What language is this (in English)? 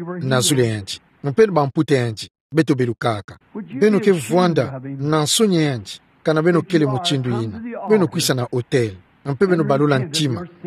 Kituba (Democratic Republic of Congo)